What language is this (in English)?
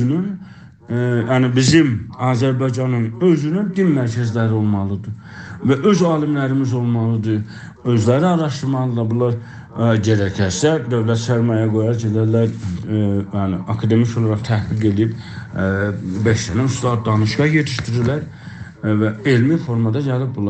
South Azerbaijani